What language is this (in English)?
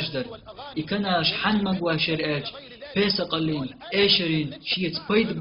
Chechen